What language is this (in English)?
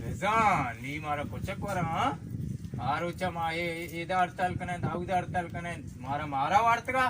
Baluchi